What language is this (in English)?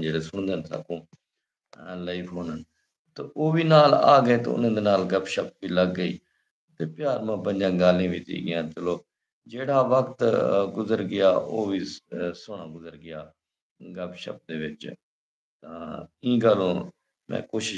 Saraiki